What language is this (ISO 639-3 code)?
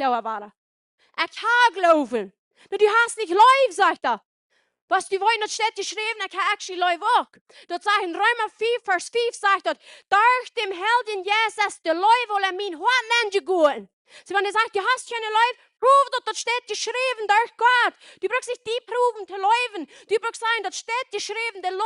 pdt